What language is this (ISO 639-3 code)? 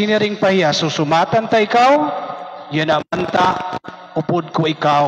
war